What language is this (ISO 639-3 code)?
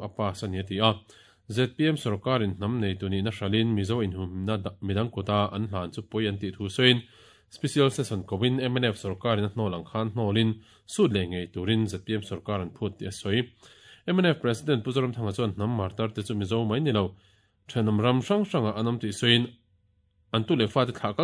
lus